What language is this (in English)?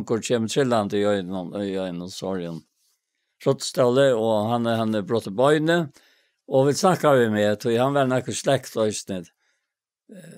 Faroese